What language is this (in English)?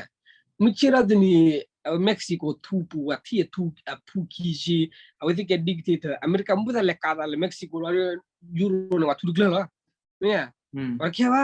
S'gaw Karen